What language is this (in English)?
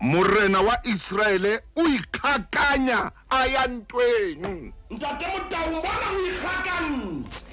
Southern Sotho